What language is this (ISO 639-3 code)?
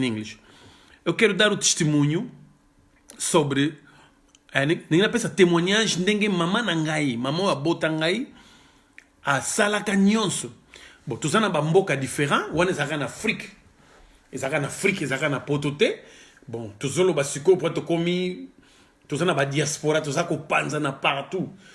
lin